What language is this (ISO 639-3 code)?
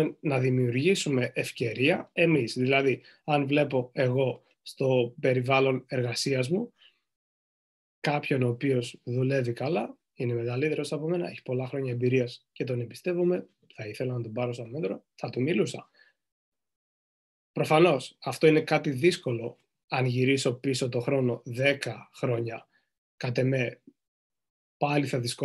ell